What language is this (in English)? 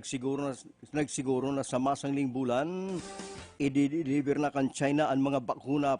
Bikol